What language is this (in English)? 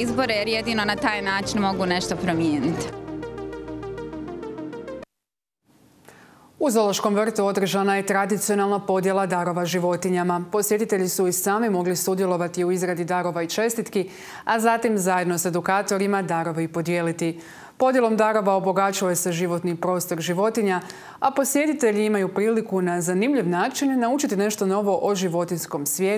Croatian